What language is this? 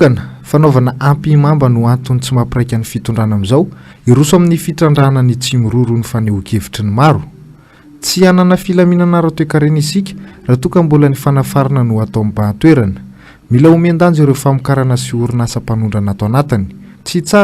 Malagasy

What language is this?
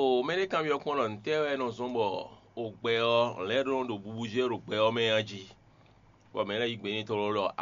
Fon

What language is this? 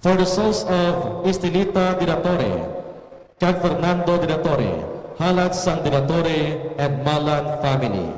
Hiligaynon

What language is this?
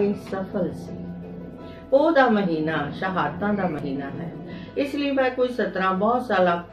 Punjabi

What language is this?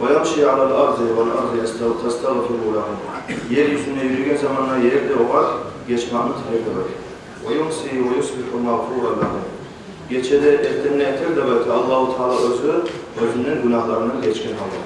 Kumyk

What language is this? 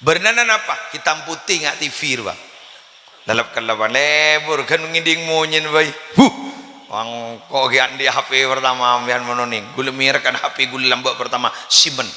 Madurese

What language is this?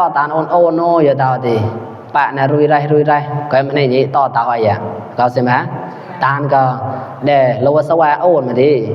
Mon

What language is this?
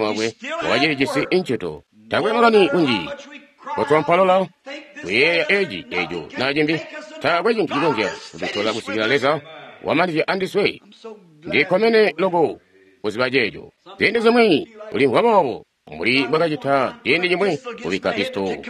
Tonga (Zambia)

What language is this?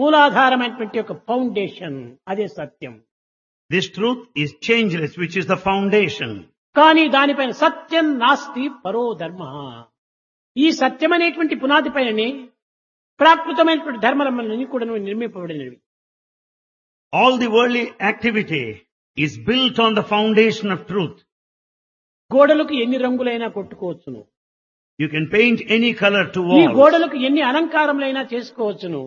Telugu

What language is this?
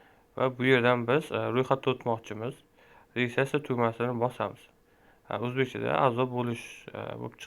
Uzbek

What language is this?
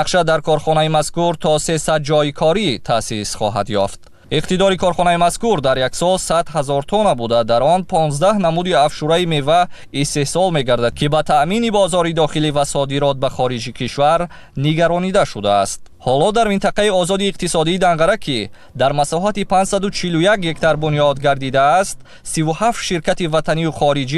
Tajik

